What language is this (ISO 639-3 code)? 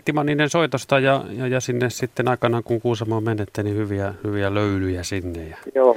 fin